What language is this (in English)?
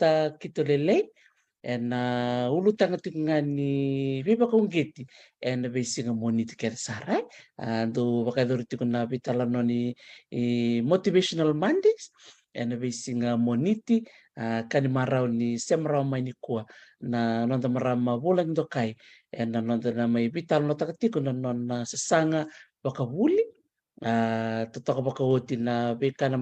Fijian